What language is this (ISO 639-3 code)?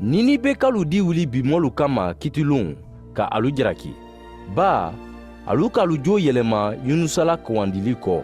man